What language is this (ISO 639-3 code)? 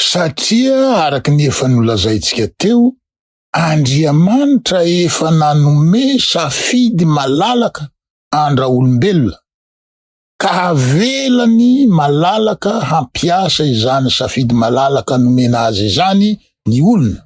mlg